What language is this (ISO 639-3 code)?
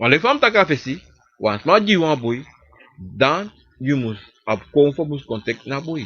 srn